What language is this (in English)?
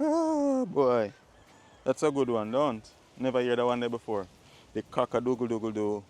Jamaican Creole English